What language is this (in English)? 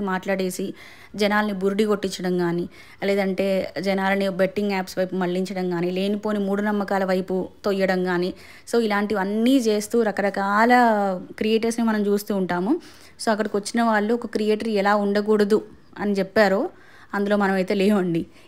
Telugu